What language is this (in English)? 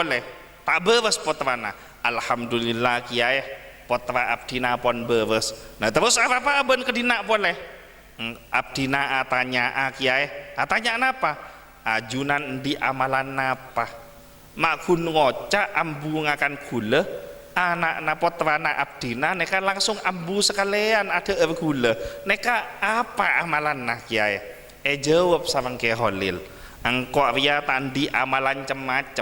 Madurese